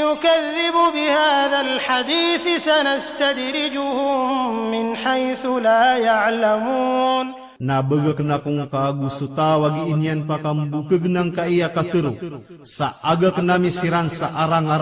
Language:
Maranao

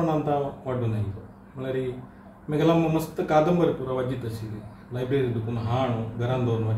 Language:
Konkani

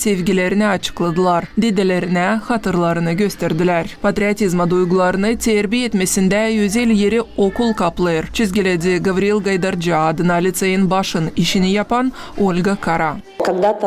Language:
Gagauz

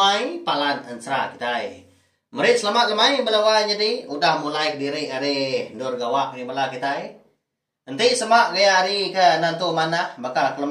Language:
Iban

